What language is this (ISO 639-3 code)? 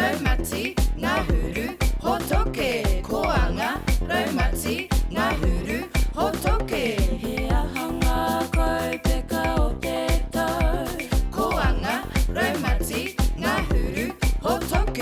mri